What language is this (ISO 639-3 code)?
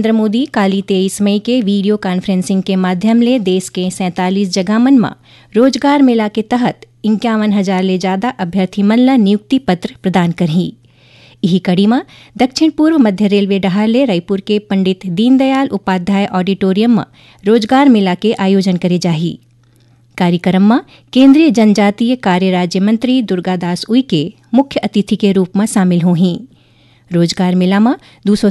hne